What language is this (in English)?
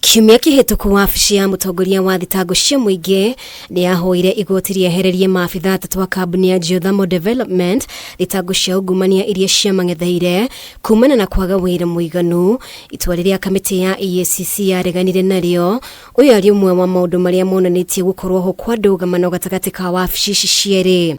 Kikuyu